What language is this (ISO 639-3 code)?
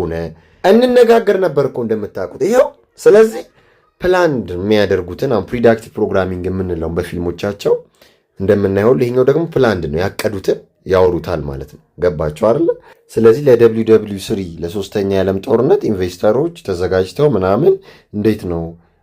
amh